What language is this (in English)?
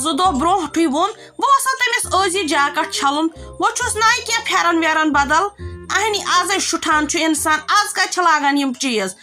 Kashmiri